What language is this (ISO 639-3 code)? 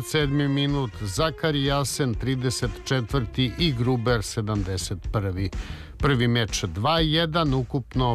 srp